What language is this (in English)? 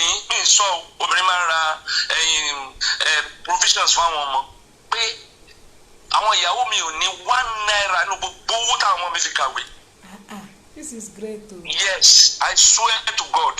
Yoruba